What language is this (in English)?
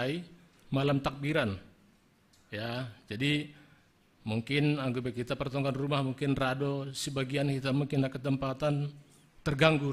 Batak Simalungun